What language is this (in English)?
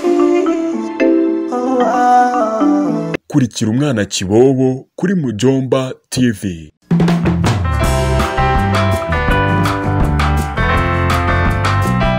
Kinyarwanda